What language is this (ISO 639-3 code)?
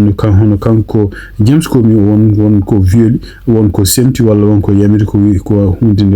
ful